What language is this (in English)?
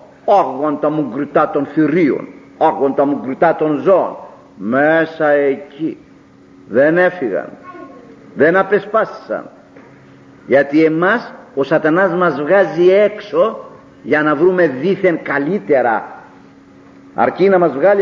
Greek